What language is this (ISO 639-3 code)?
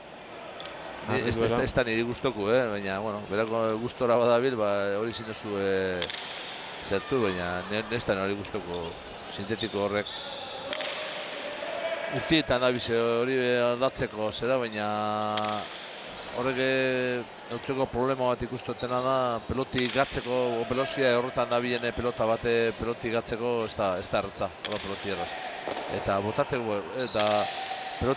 eus